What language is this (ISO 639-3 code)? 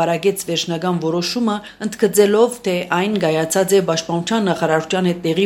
hye